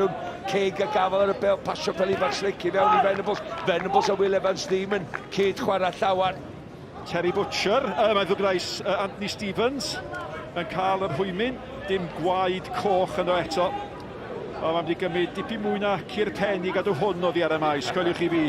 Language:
Welsh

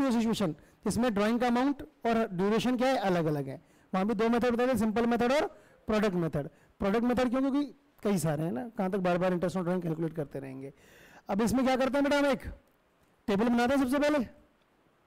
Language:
Hindi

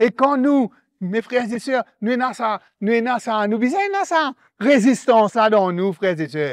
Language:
Morisyen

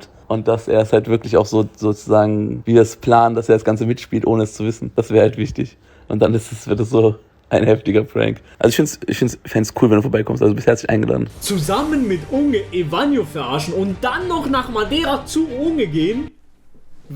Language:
Swiss German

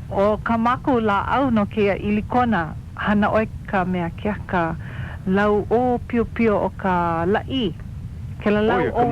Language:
Hawaiian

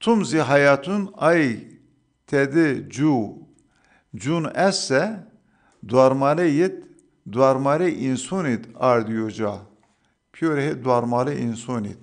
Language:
Zaza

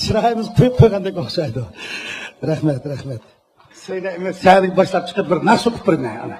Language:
Uyghur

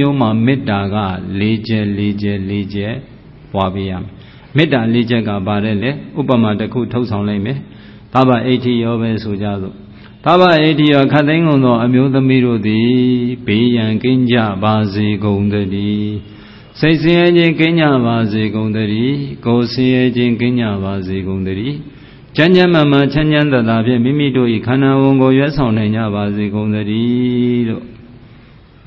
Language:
Burmese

